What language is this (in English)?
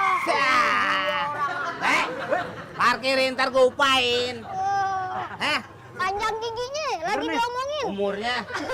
Betawi